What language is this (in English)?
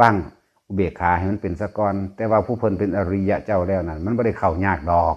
Northeastern Thai